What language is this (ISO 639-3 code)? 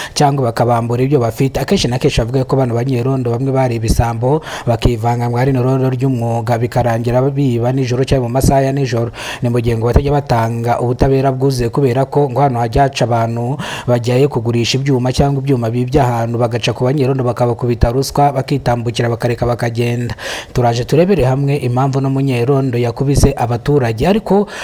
kin